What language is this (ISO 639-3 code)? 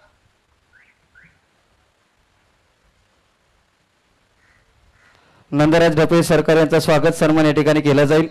mar